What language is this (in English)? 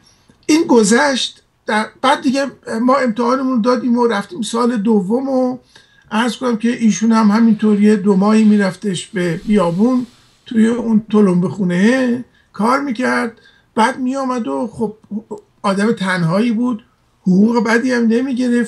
Persian